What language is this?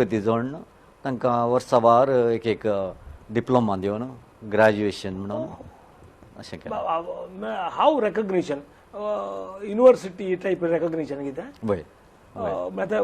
Konkani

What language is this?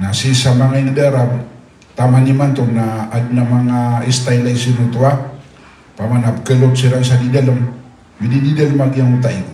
Maranao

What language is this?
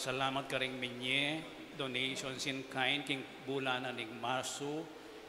Pampanga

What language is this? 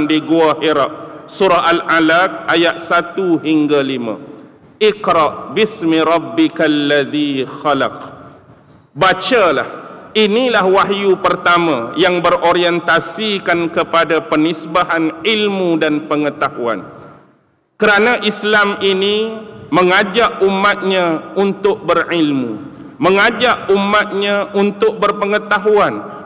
Malay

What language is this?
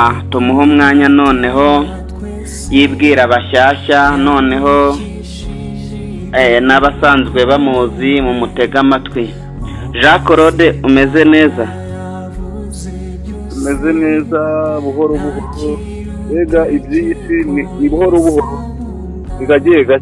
Kinyarwanda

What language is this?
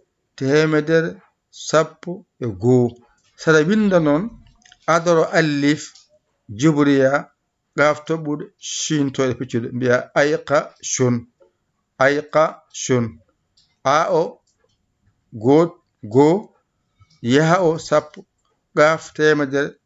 Fula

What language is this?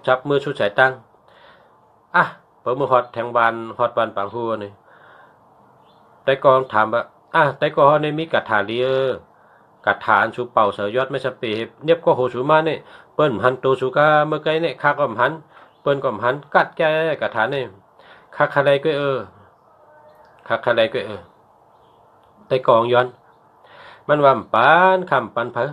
Shan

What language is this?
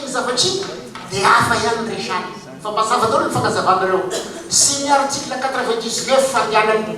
Malagasy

